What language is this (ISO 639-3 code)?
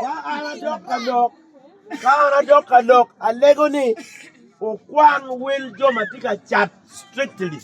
ach